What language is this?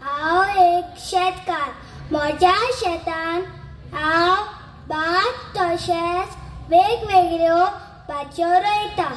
Konkani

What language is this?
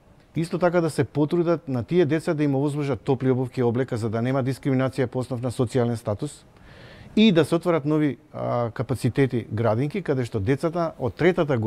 Macedonian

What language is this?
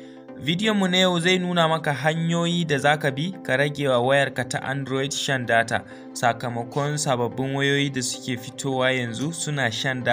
Hausa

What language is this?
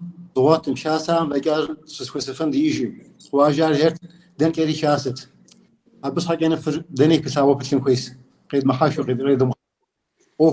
Kabardian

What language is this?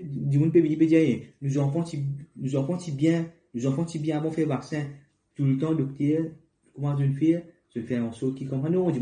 Morisyen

